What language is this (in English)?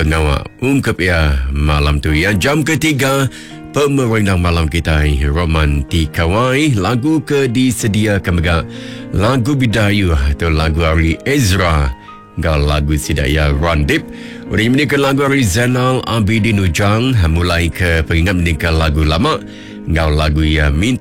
Iban